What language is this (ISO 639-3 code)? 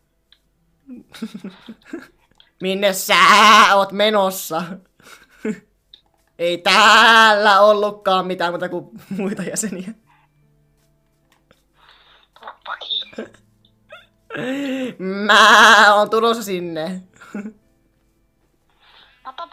fin